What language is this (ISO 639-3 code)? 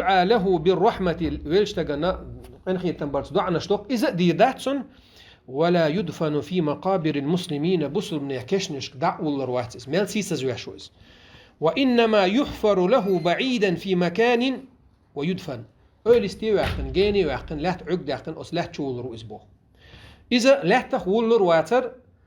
che